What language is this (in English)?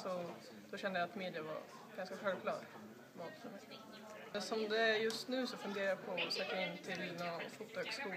Swedish